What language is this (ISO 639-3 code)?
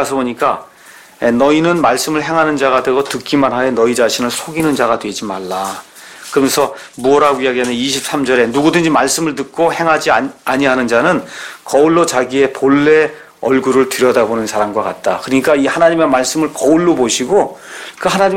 kor